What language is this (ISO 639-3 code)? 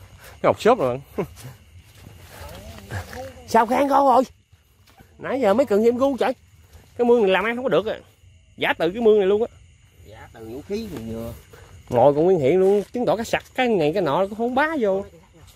vie